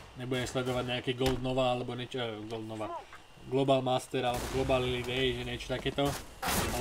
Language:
Slovak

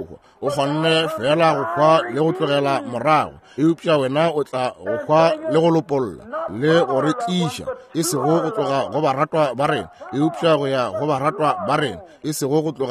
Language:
Northern Sotho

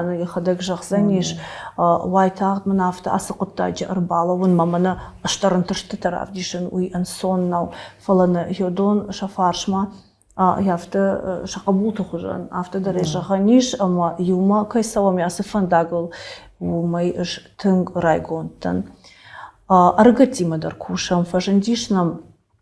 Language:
Ossetic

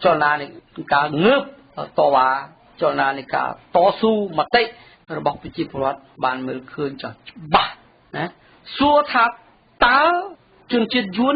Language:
Khmer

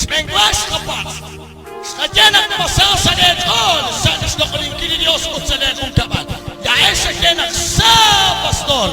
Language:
Kekchí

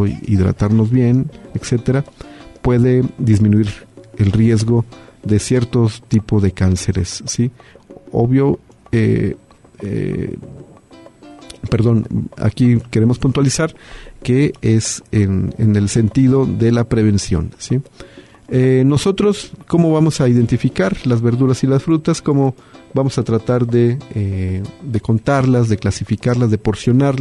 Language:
Spanish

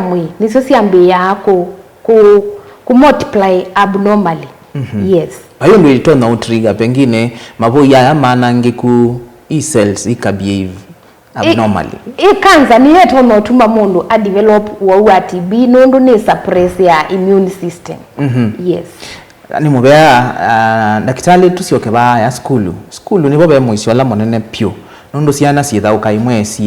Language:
Kamba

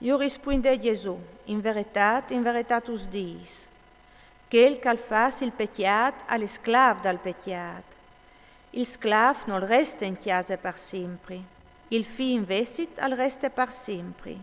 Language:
Friulian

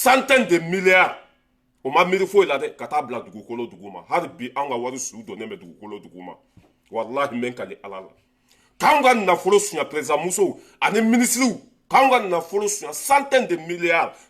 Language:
Bambara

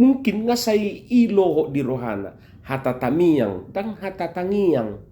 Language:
Batak Toba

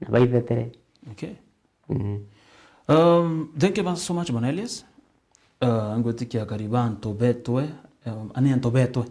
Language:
Meru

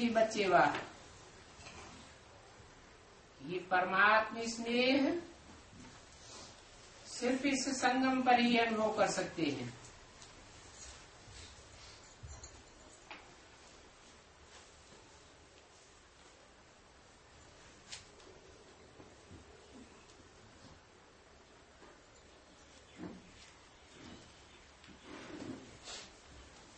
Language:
Hindi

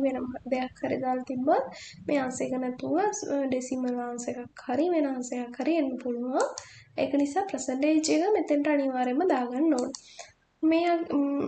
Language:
Sinhala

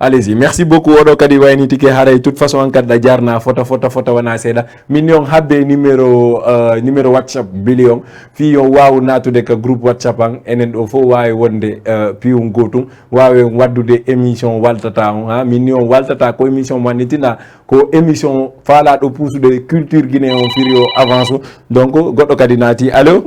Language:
Fula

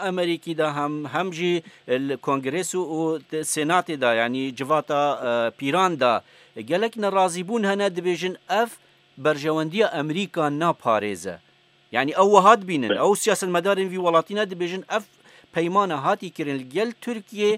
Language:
Kurdish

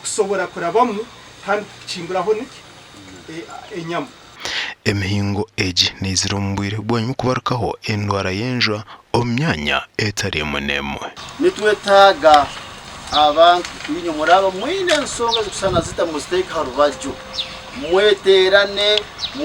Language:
Nyankole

